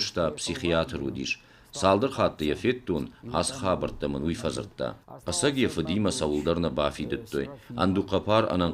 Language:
Ossetic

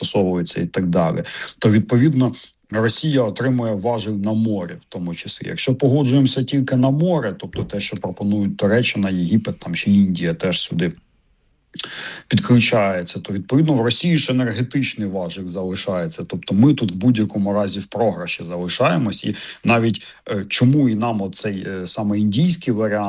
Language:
Ukrainian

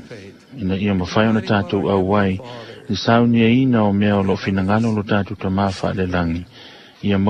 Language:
Samoan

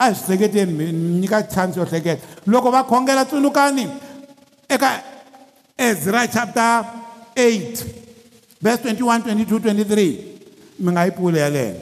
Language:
Tsonga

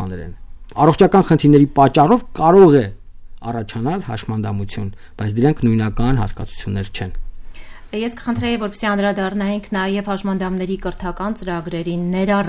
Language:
Armenian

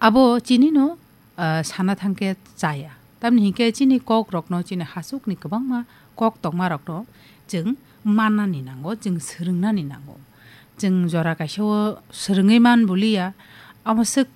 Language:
Kok Borok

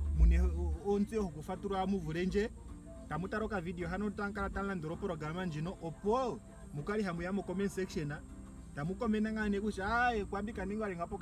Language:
Ndonga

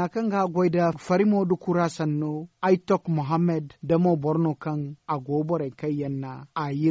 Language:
Zarma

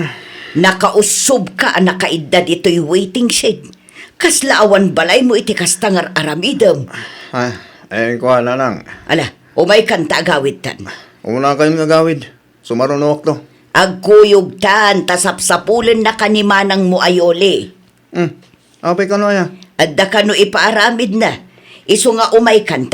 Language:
Iloko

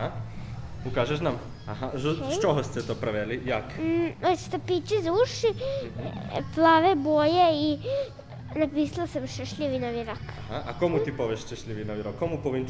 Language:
Rusyn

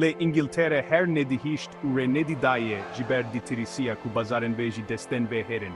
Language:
Kurdish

